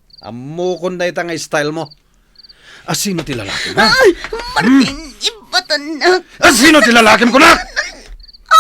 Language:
Iloko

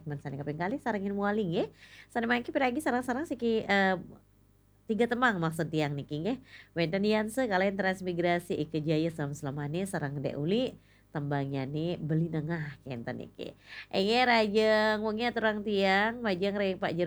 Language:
Balinese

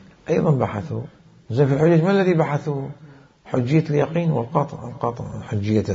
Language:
Mesopotamian Arabic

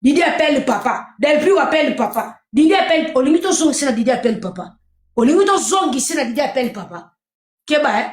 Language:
Lingala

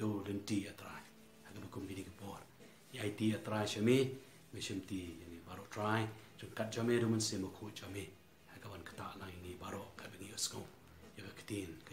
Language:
Khasi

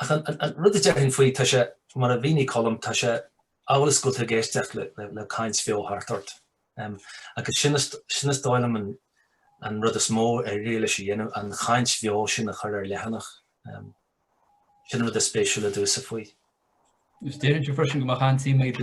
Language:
Irish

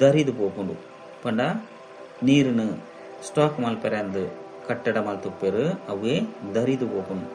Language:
Tulu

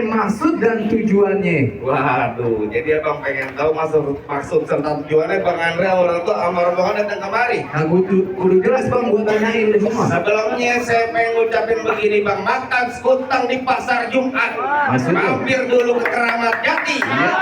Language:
Betawi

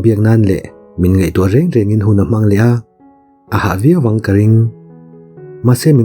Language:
Mizo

